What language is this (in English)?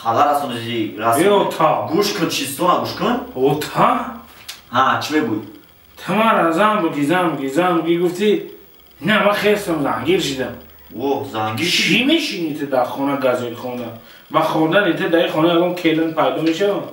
Tajik